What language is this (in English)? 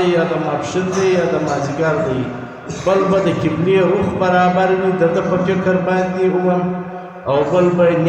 Pashto